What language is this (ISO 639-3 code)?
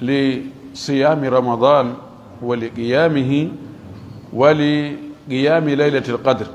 ful